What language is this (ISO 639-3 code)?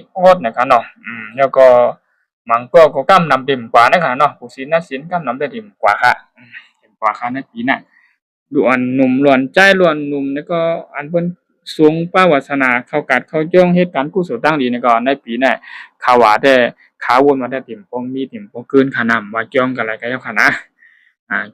shn